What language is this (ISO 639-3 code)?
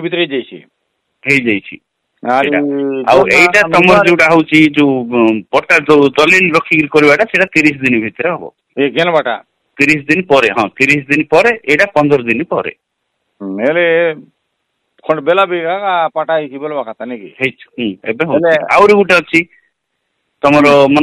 ori